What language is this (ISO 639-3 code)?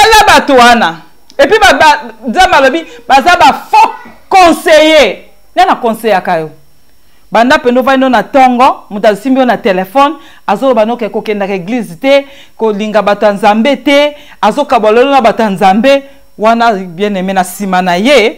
lin